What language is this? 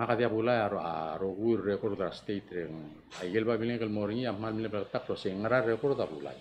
Palauan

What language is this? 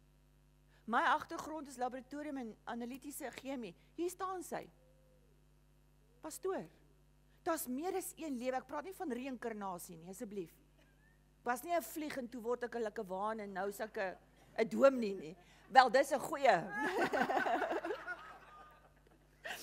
Afrikaans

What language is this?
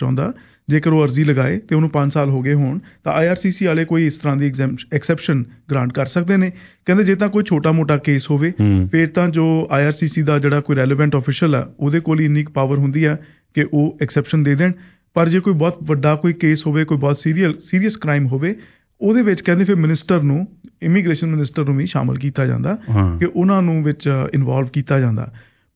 Punjabi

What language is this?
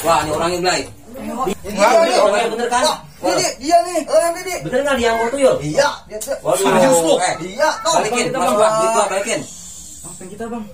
Betawi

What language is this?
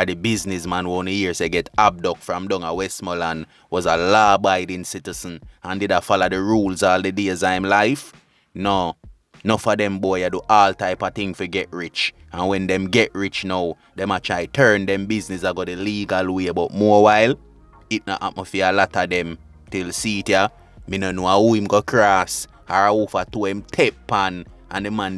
Jamaican Creole English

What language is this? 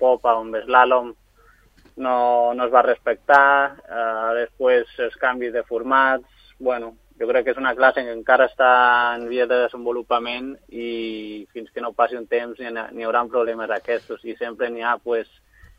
Catalan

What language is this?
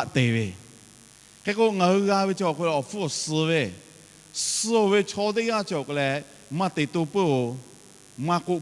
Lahu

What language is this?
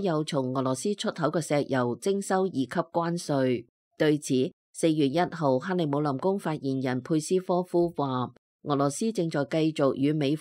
Cantonese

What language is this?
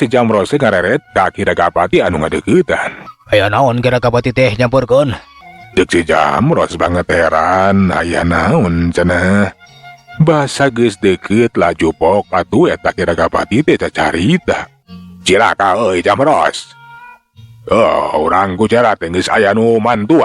Sundanese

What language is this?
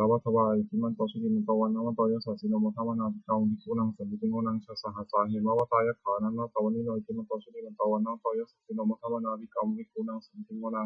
Pali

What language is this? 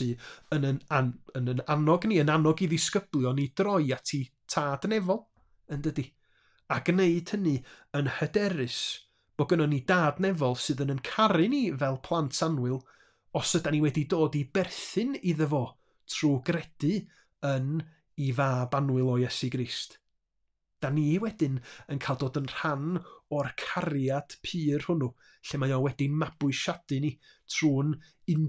Welsh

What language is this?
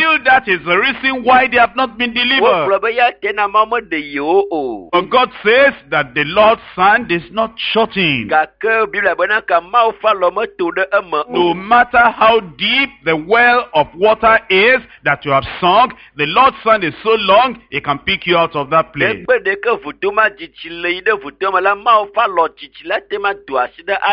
Ewe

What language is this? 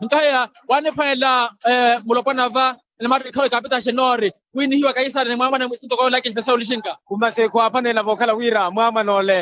Makhuwa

